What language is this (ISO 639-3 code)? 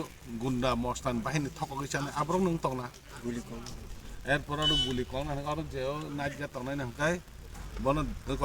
trp